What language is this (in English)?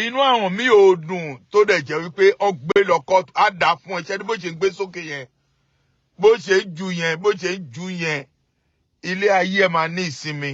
Yoruba